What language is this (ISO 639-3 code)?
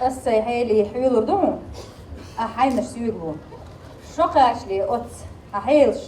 che